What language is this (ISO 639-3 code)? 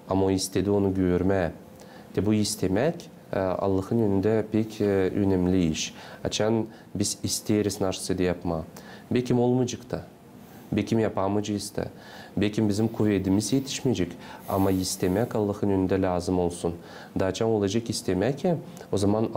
gag